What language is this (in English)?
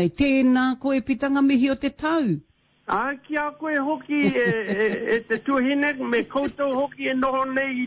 Māori